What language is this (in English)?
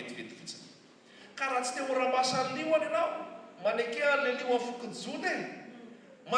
Malagasy